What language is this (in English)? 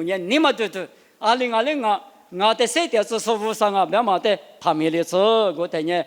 Lisu